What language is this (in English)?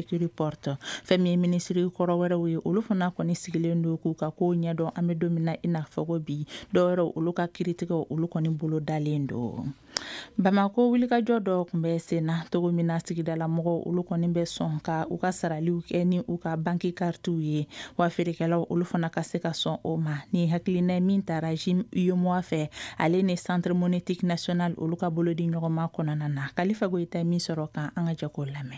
Bambara